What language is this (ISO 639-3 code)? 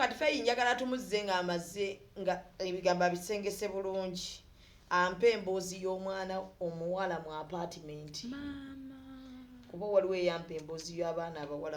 lug